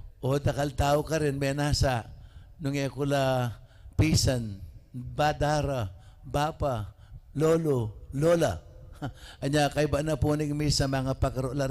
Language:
Pampanga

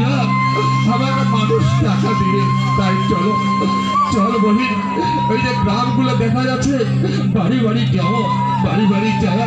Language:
Bangla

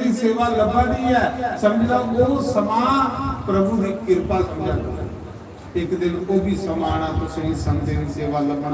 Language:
Dogri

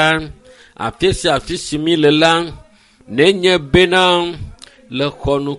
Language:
Ewe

